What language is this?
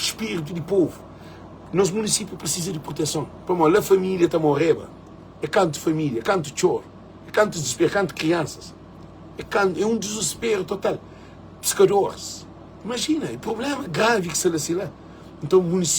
Kabuverdianu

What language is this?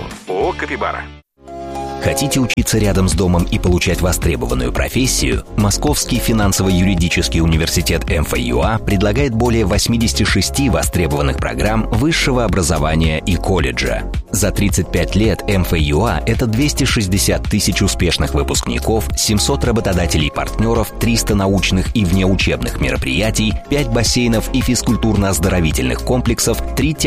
Russian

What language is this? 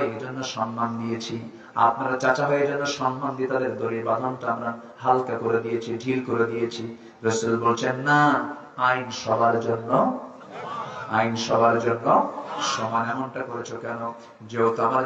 Bangla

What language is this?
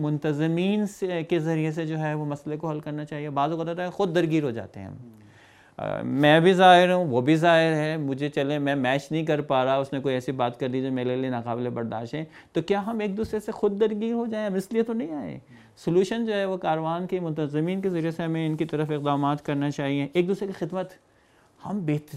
Urdu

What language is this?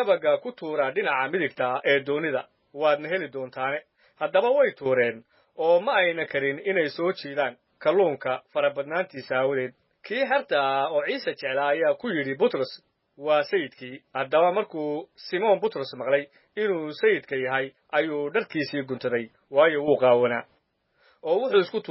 Somali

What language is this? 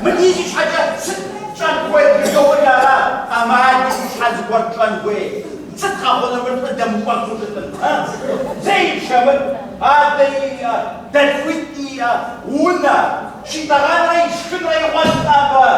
Kabardian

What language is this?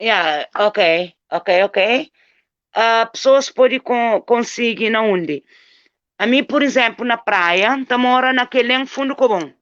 Kabuverdianu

